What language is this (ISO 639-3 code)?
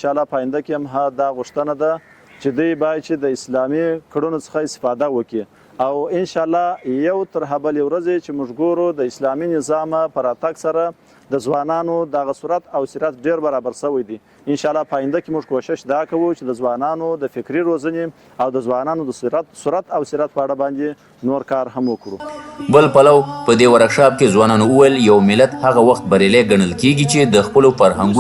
pus